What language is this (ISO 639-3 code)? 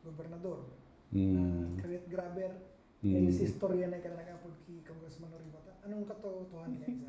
bik